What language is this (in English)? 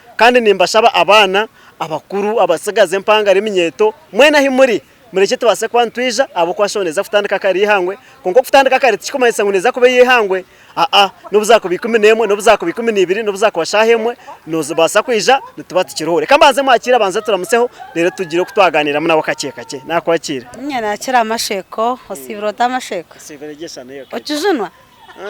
Nyankole